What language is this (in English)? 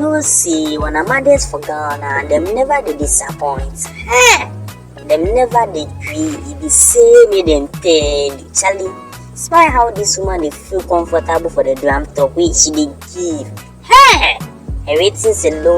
Nigerian Pidgin